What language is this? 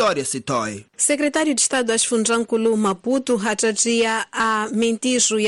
Tsonga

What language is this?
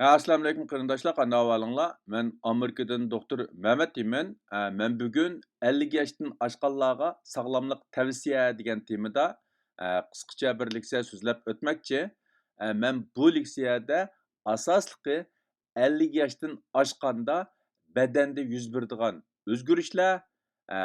Uyghur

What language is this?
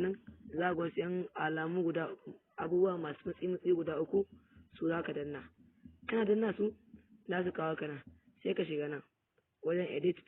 Hausa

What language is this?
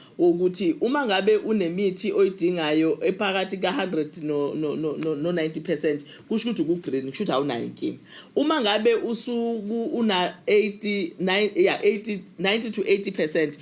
Zulu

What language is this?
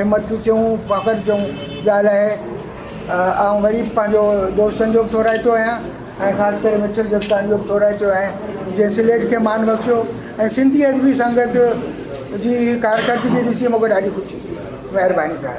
Sindhi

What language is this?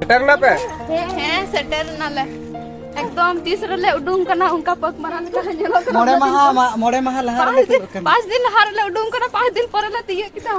Santali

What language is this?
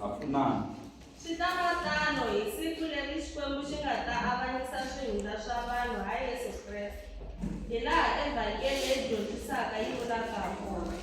Tsonga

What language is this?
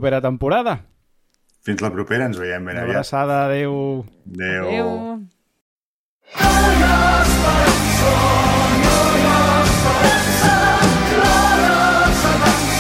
Catalan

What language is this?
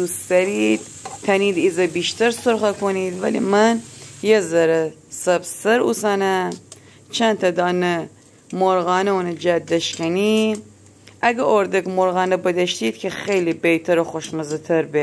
Gilaki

